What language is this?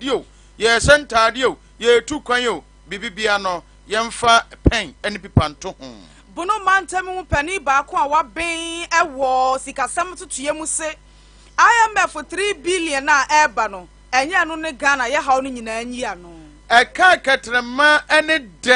Akan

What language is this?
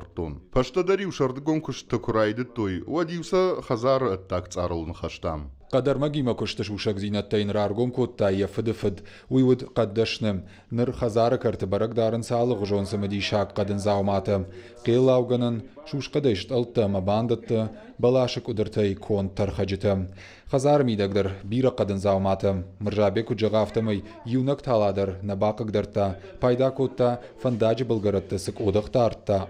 Ossetic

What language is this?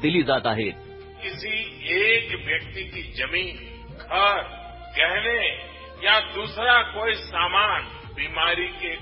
Marathi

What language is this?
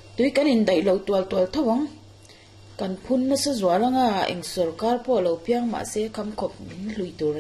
Mizo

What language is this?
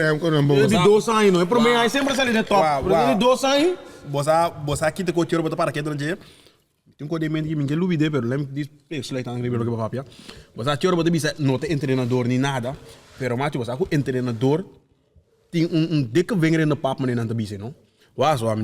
Papiamento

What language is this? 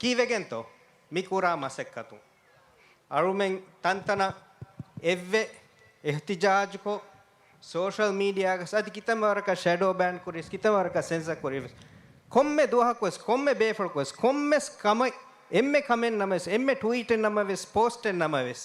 Divehi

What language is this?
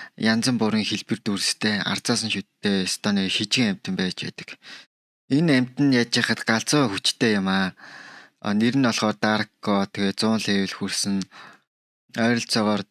Mongolian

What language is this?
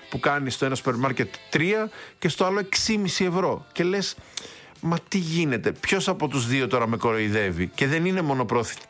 Greek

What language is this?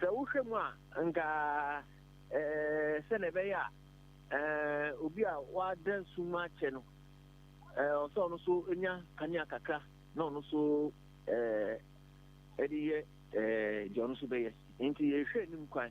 Akan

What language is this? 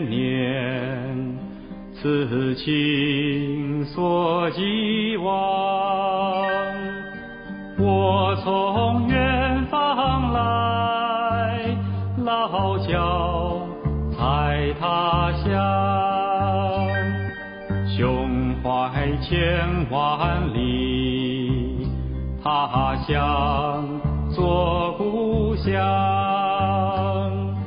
Chinese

